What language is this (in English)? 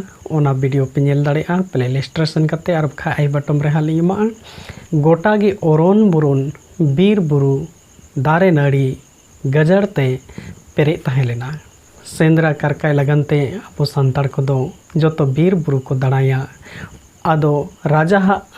Santali